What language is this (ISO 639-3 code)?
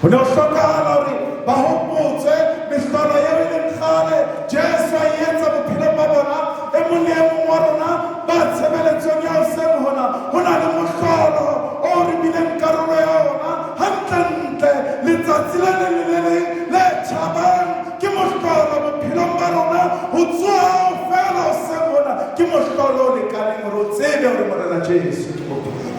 sot